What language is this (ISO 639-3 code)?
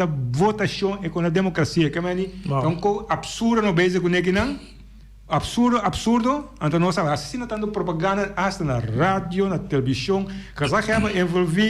pap